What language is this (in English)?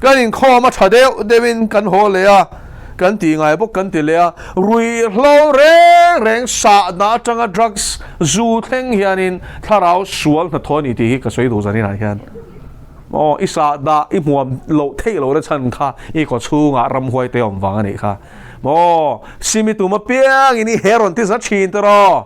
Mizo